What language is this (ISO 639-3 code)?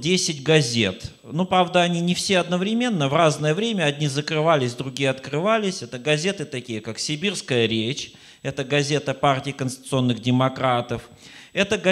rus